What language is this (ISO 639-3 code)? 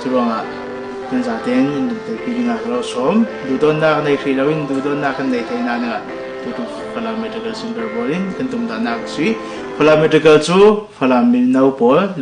cnh